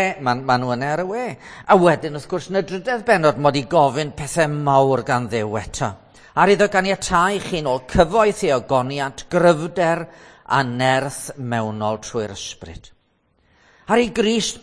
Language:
Welsh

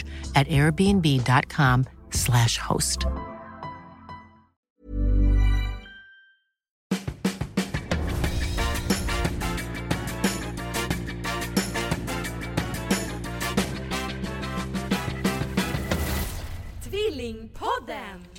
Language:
Swedish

